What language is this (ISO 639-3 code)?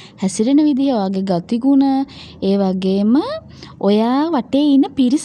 sin